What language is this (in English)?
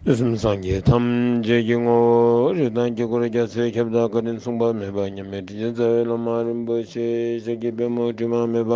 Ladakhi